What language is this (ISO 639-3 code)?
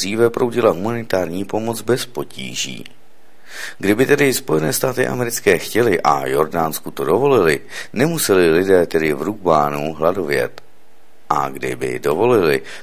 ces